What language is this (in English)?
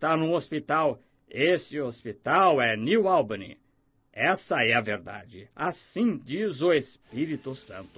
Portuguese